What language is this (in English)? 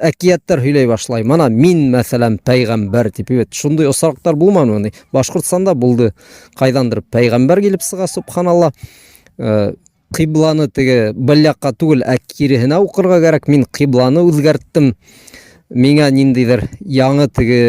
Bashkir